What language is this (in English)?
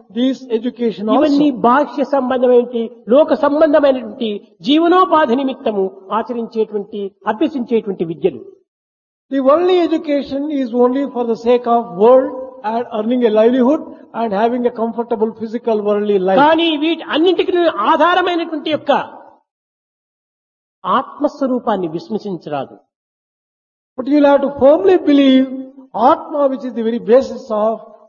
Telugu